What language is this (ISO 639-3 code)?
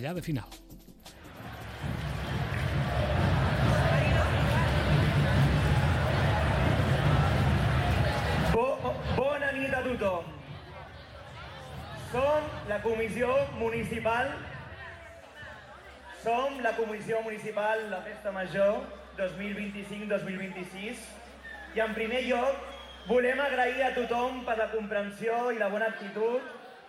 cat